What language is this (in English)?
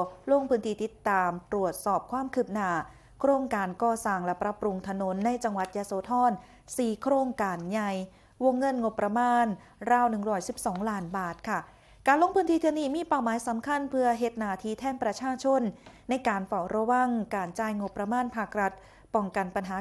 Northeastern Thai